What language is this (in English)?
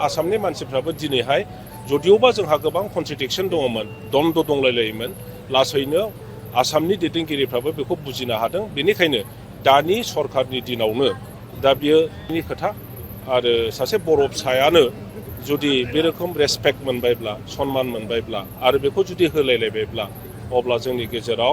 Bodo